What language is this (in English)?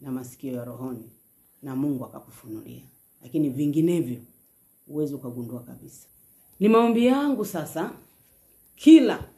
Swahili